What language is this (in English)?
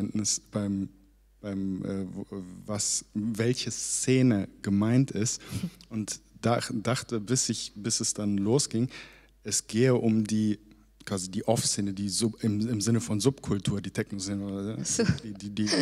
German